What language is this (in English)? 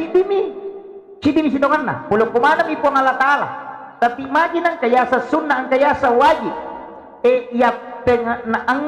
Buginese